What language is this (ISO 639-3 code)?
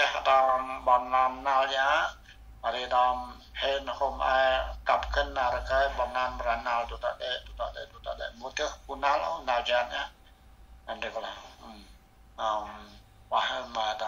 cmo